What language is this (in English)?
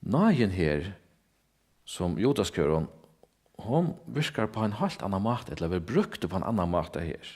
Faroese